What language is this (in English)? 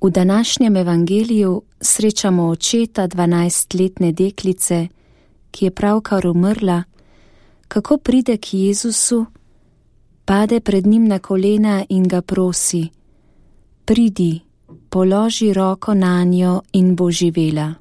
Slovenian